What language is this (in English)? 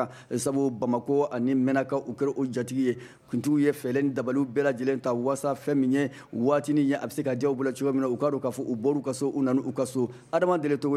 Bambara